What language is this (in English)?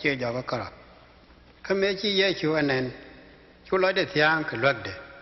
Nuer